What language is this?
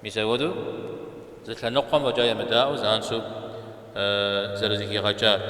Kabardian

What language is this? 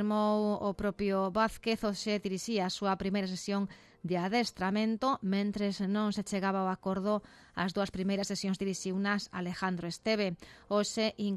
Galician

